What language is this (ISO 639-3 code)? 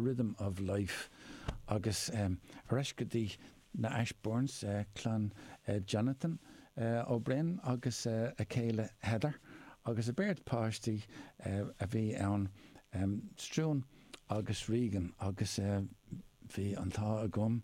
gle